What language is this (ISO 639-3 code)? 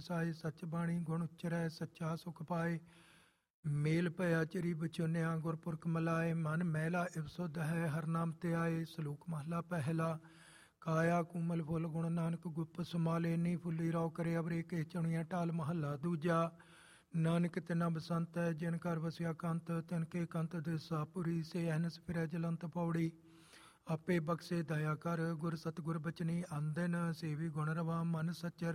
pan